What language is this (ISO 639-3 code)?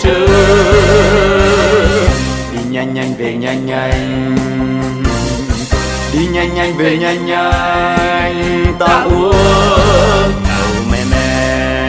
vie